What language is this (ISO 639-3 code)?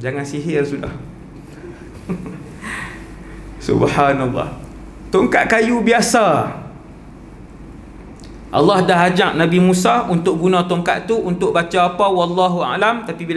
msa